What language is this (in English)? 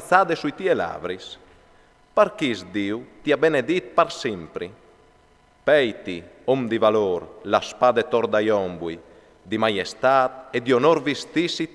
Friulian